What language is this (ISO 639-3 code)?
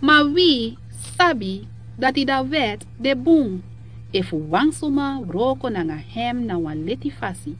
srn